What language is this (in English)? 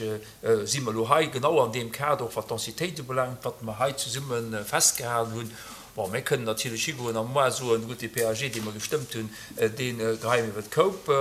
Luxembourgish